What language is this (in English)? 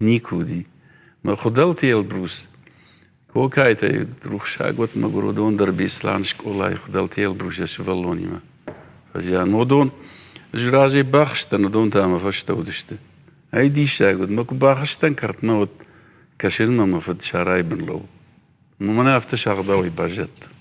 Ossetic